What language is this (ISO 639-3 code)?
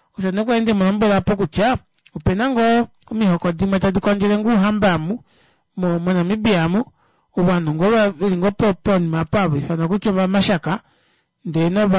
kua